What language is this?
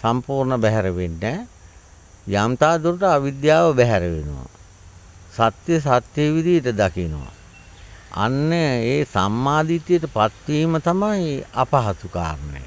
Sinhala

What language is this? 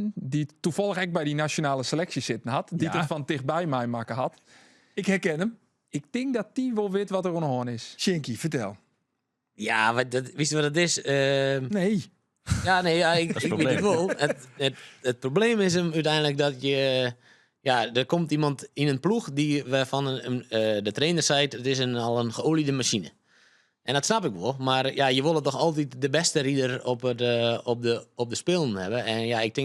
Western Frisian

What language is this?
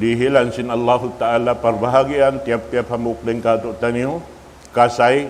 Tausug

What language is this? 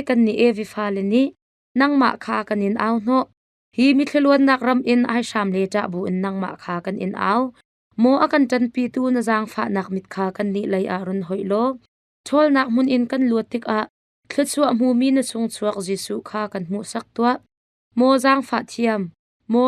Hakha Chin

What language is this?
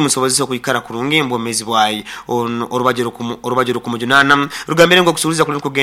Nyoro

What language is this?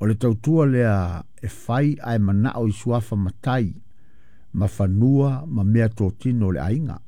Samoan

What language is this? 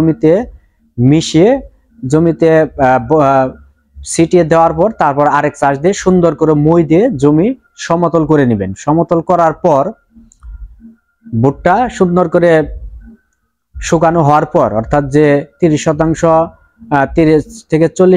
Bangla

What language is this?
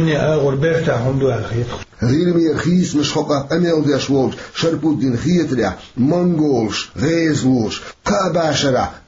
Chechen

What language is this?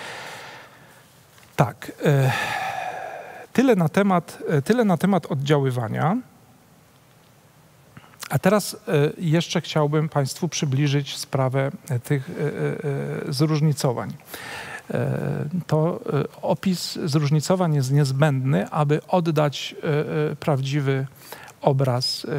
Polish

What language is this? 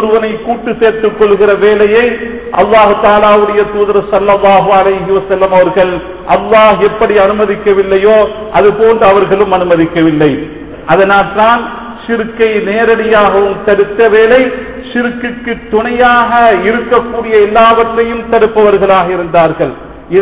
Tamil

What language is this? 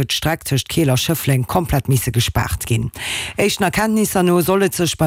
Luxembourgish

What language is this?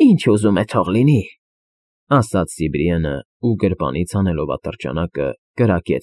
Armenian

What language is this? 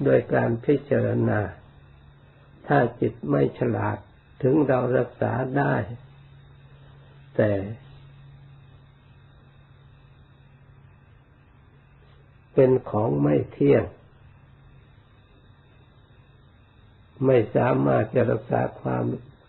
Thai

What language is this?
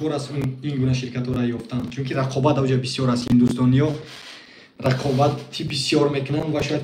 Tajik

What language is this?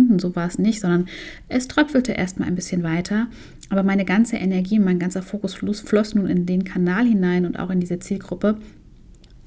German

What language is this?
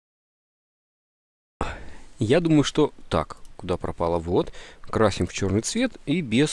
Russian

